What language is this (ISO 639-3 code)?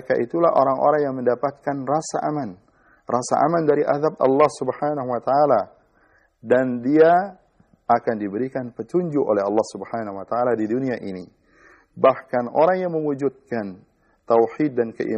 ind